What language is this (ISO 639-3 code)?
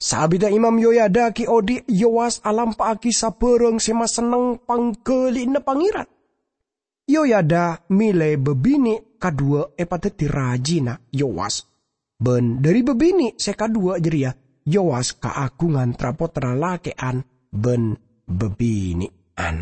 mad